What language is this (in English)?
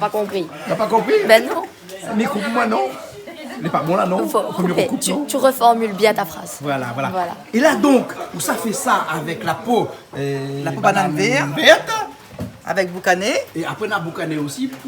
Réunion Creole French